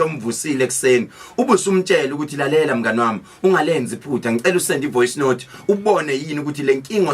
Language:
Zulu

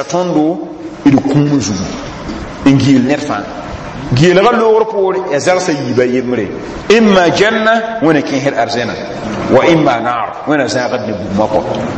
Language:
Mossi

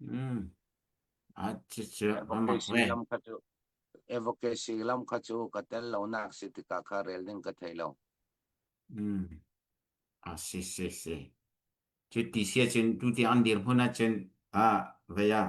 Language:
Falam Chin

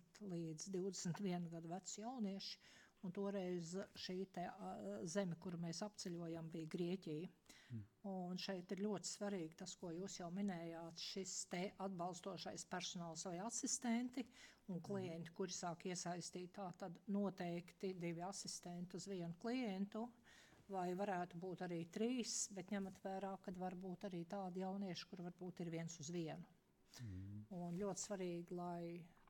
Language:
Latvian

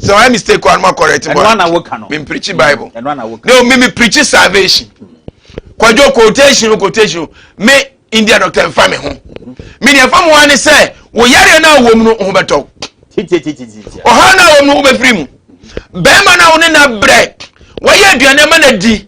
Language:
Akan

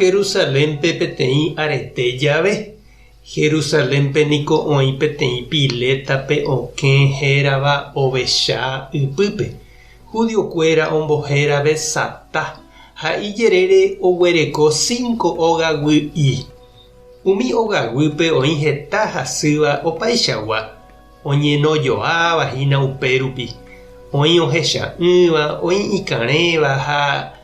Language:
Guarani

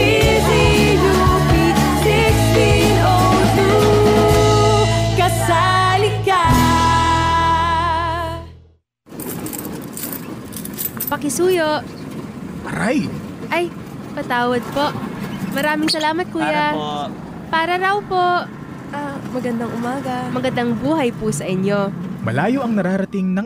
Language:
Filipino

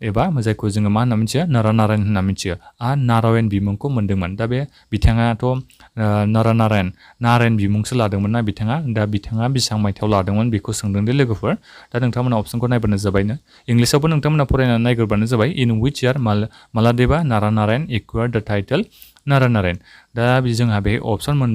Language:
Bodo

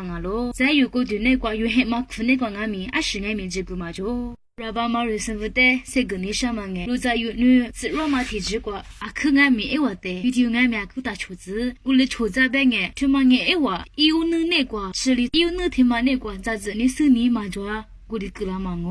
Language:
Lisu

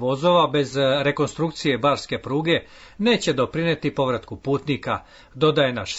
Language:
Serbian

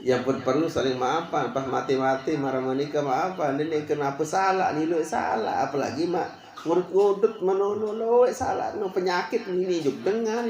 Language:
Sasak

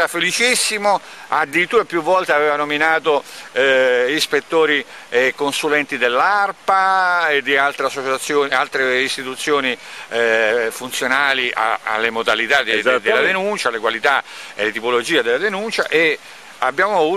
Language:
Italian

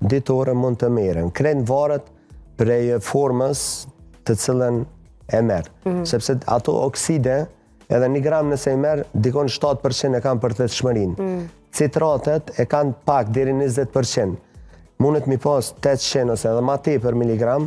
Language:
Albanian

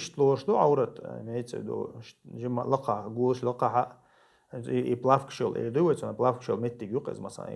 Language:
Chechen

